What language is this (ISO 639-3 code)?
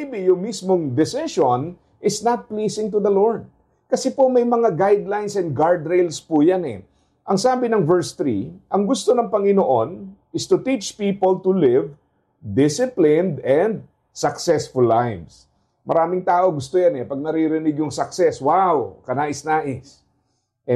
fil